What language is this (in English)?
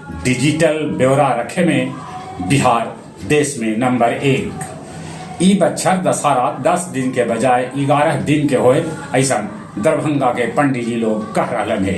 Magahi